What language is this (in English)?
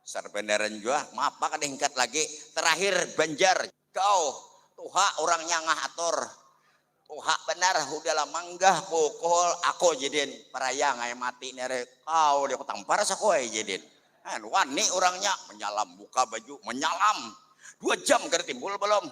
Banjar